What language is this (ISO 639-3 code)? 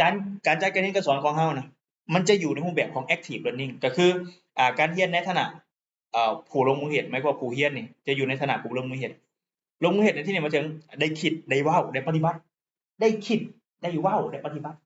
lao